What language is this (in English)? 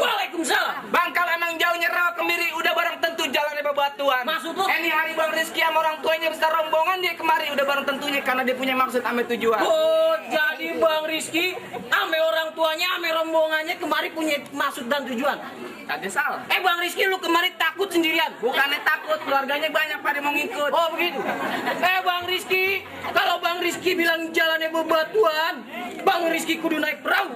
Betawi